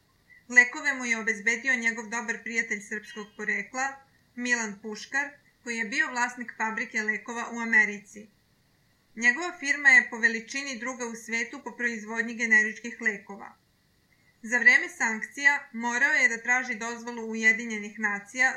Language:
Serbian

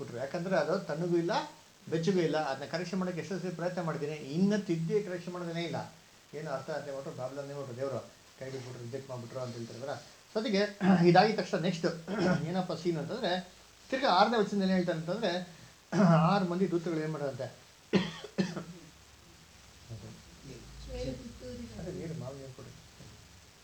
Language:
Kannada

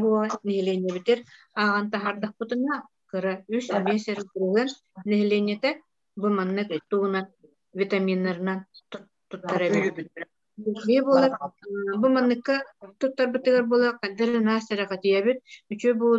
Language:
Yakut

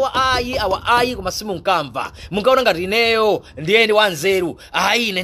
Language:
Nyanja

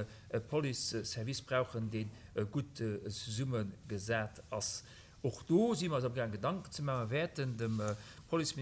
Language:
Luxembourgish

